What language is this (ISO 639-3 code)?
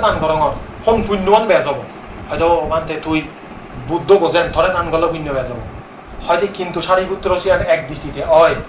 ccp